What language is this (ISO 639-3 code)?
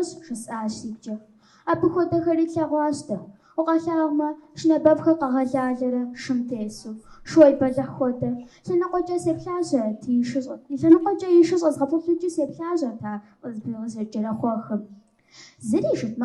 kbd